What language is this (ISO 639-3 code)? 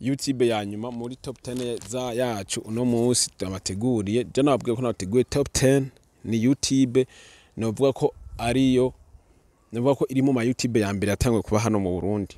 run